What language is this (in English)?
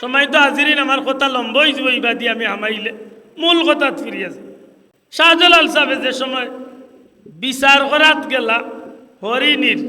Sylheti